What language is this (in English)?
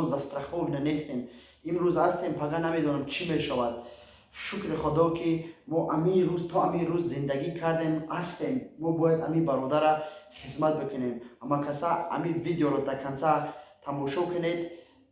Tajik